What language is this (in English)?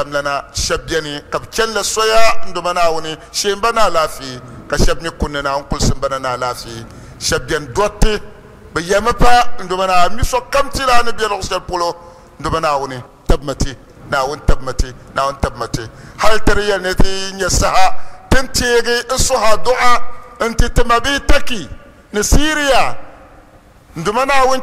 Dagbani